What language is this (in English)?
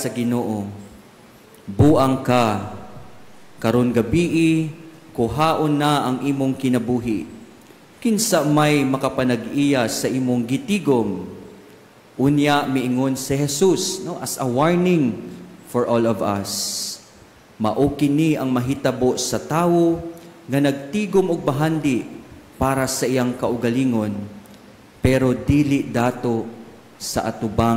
Cebuano